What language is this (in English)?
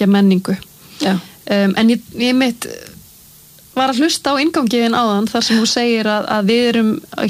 Icelandic